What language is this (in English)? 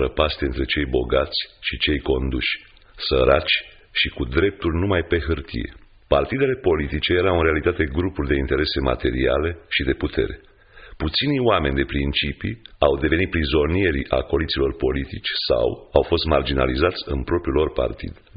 Romanian